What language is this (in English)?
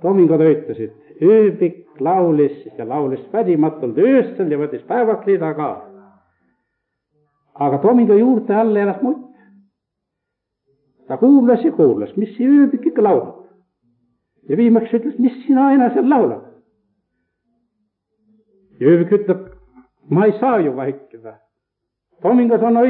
Estonian